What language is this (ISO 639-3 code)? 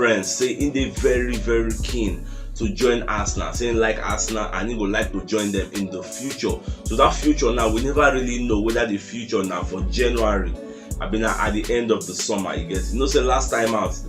pcm